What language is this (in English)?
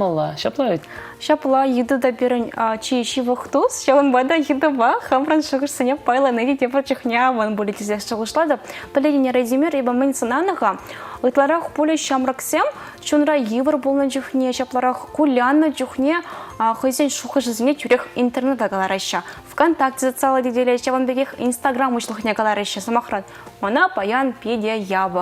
Chuvash